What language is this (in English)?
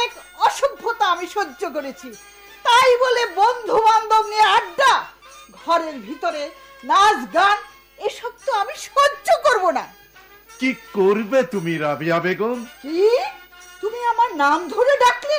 Bangla